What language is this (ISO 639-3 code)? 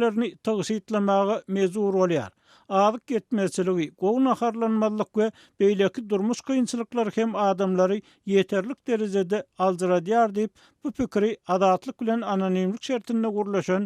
tuk